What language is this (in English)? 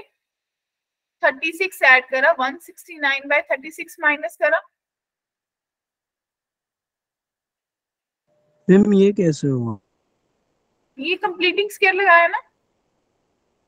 Hindi